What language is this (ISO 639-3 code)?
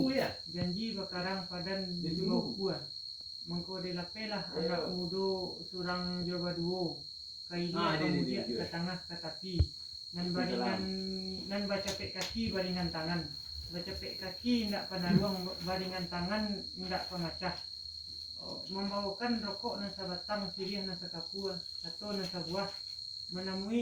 min